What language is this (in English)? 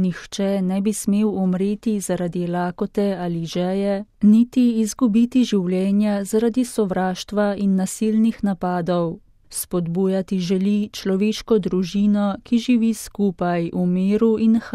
Slovenian